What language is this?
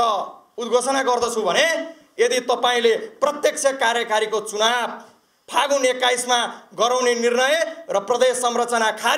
Nepali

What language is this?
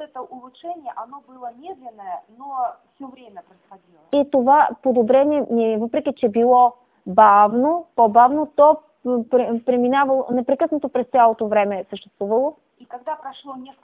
Bulgarian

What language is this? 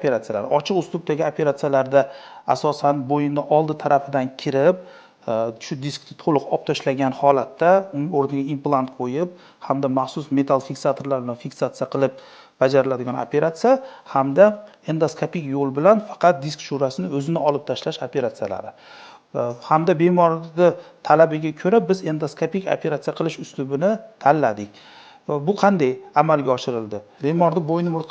Uzbek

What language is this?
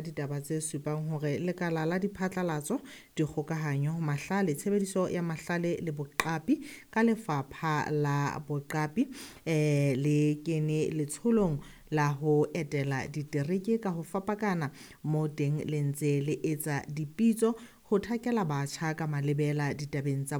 Southern Sotho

